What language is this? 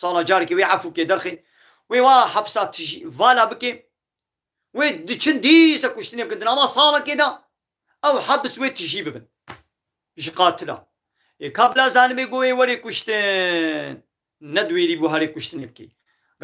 Kurdish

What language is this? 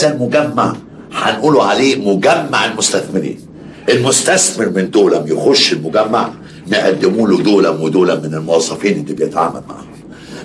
Egyptian Arabic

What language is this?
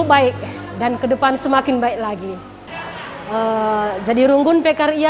Batak Karo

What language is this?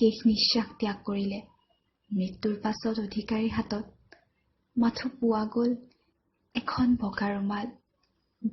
Assamese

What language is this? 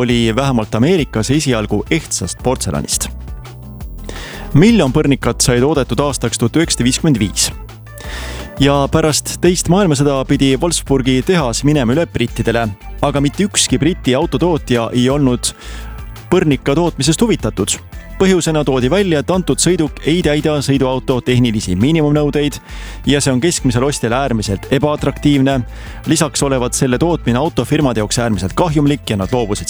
Estonian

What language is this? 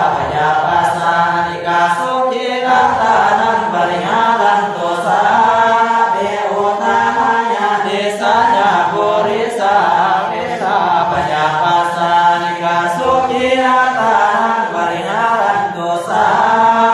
Pali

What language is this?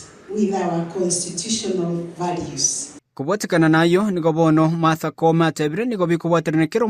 Gusii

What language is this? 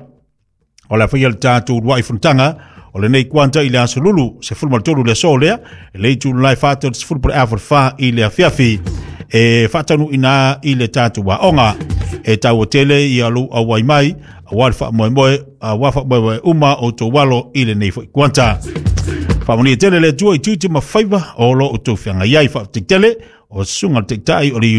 Samoan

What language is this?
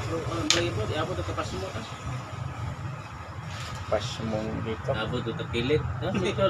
Cebuano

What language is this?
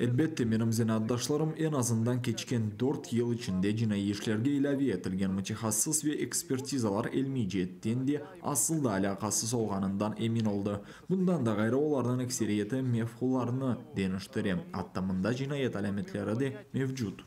Crimean Tatar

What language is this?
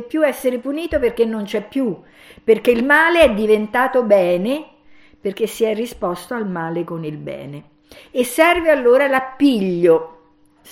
Italian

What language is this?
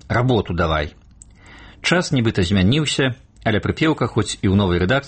Belarusian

